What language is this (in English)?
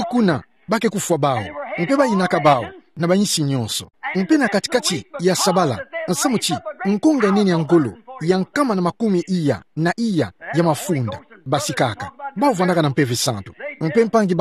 Kituba (Democratic Republic of Congo)